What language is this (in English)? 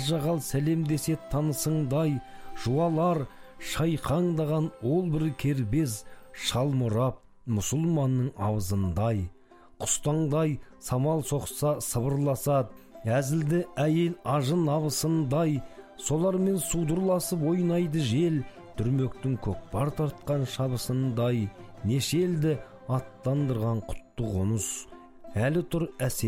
Kazakh